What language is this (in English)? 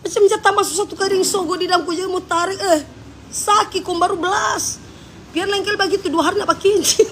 Manado Malay